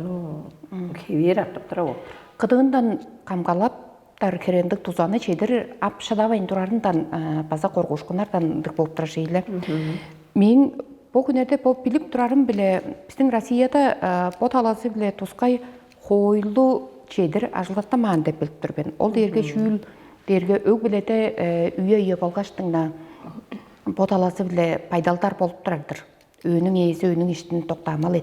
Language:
Tuvinian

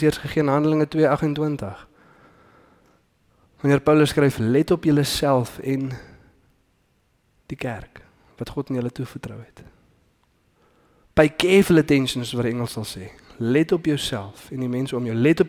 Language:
Afrikaans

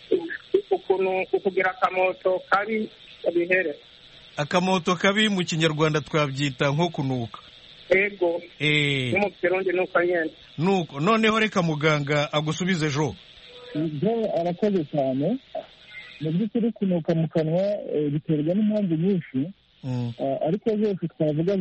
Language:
Kinyarwanda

